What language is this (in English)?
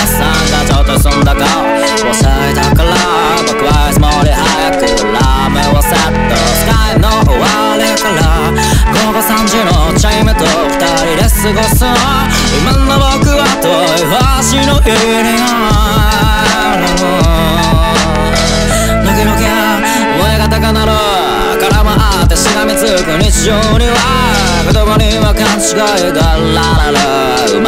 Japanese